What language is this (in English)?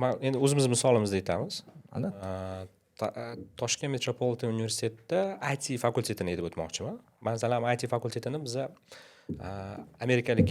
Uzbek